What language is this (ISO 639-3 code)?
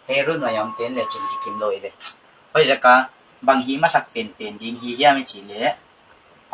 pck